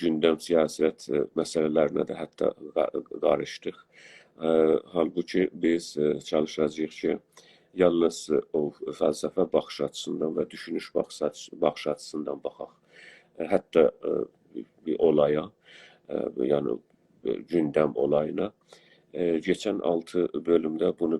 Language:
South Azerbaijani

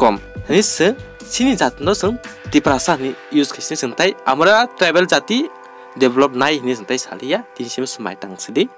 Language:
Kok Borok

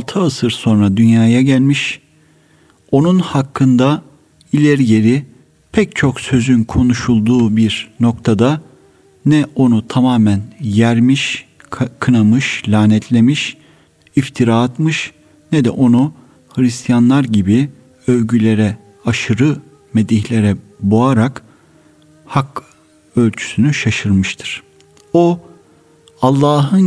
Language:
Turkish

